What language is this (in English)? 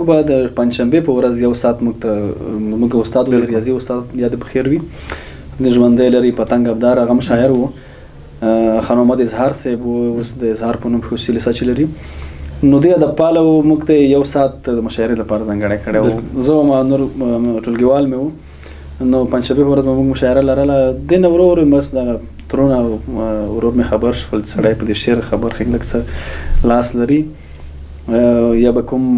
Pashto